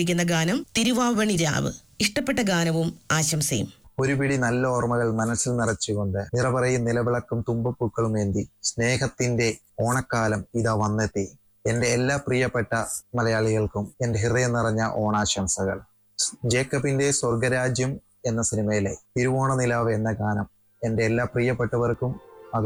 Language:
Malayalam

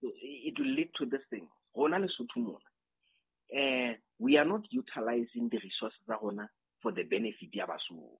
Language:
Southern Sotho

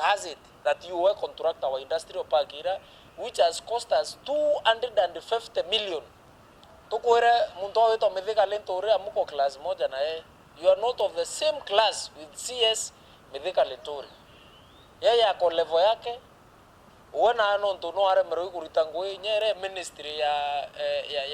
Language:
Meru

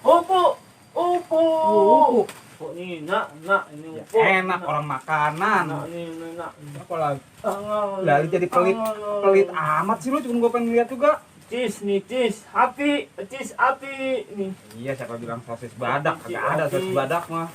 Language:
Betawi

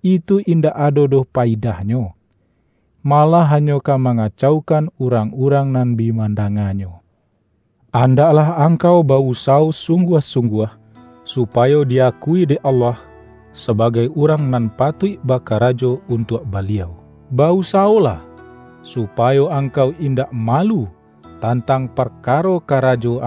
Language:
Minangkabau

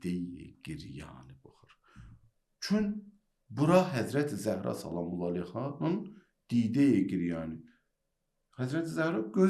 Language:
Azerbaijani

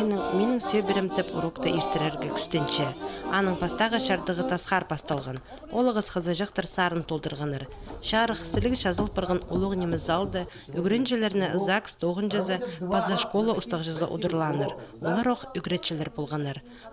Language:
Khakas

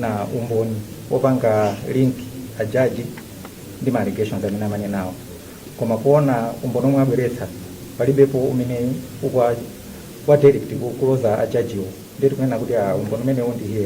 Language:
Nyanja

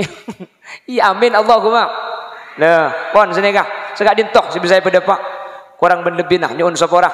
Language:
Madurese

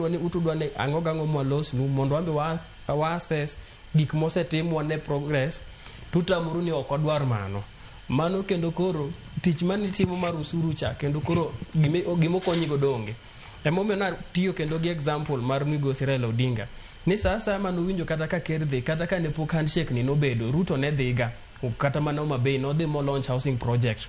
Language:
Luo (Kenya and Tanzania)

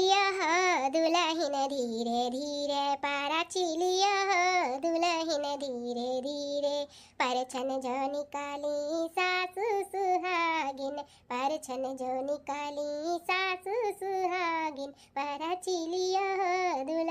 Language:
Bhojpuri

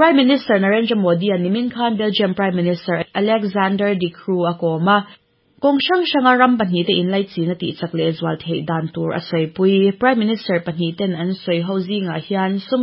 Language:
Mizo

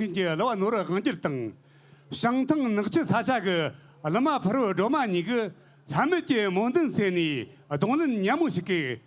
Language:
Tibetan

